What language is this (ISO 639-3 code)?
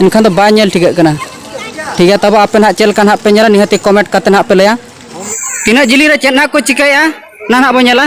sat